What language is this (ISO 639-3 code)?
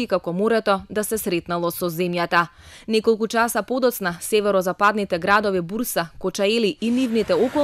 mkd